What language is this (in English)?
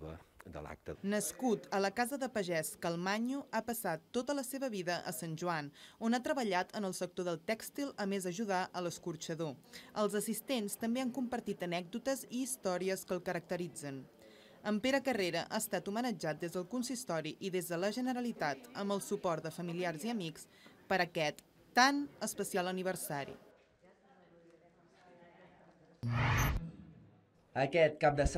Catalan